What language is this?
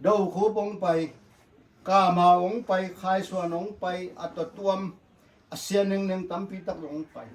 Tedim Chin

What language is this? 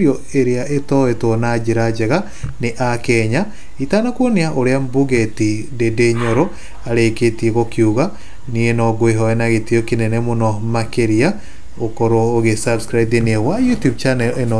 Kikuyu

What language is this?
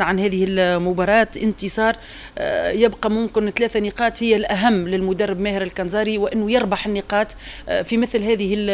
Tunisian Arabic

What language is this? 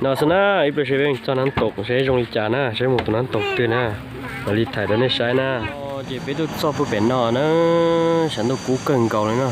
Hmong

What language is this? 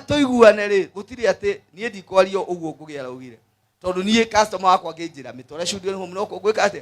Kikuyu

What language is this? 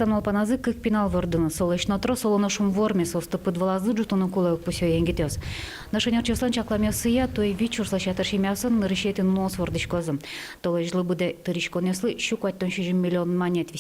Udmurt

